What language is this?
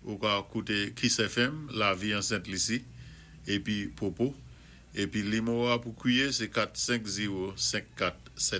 Saint Lucian Creole French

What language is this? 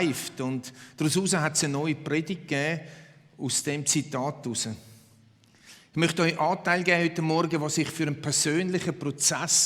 Swiss German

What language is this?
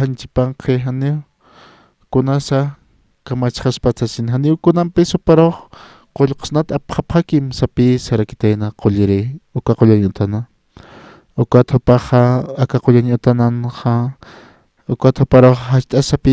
Aymara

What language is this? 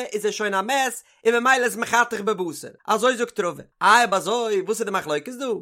Yiddish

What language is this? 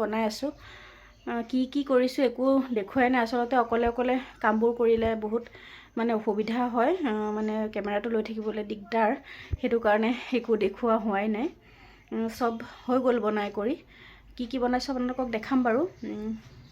Assamese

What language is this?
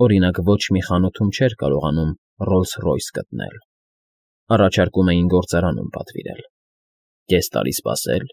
Armenian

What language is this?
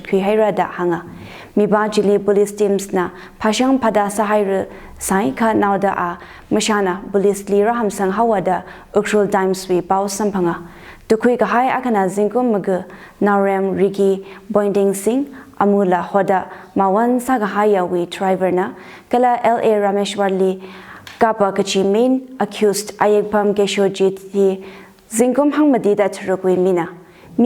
Tangkhul Naga (India)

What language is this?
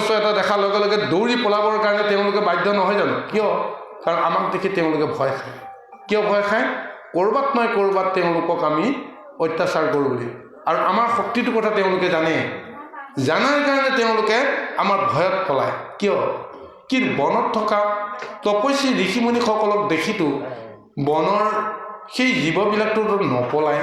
Assamese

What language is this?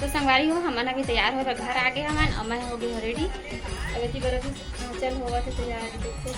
Chhattisgarhi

